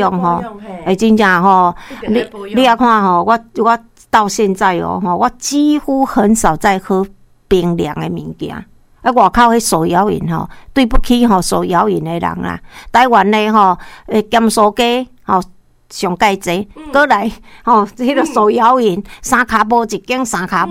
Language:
Min Nan Chinese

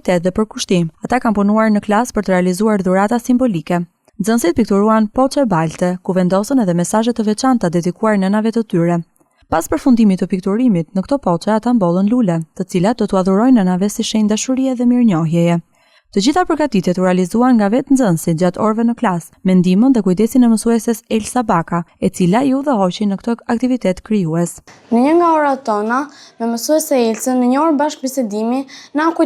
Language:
Albanian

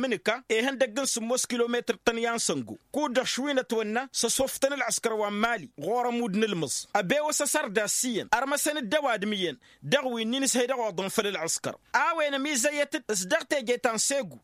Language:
Tamasheq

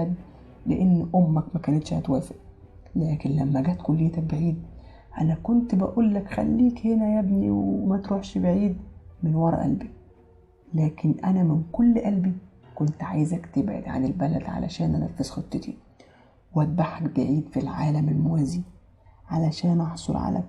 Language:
Egyptian Arabic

